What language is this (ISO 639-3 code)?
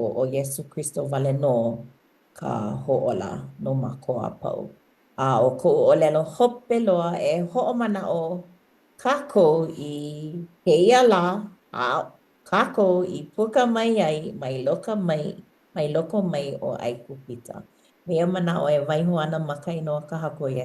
haw